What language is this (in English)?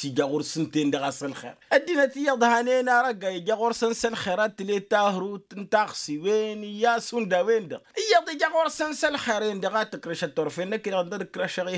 Tamasheq